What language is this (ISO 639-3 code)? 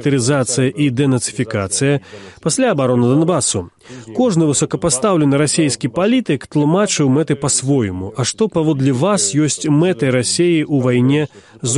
bel